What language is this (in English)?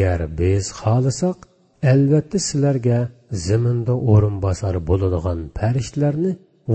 Uyghur